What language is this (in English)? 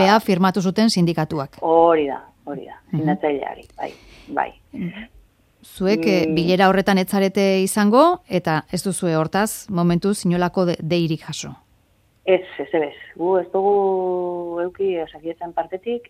Basque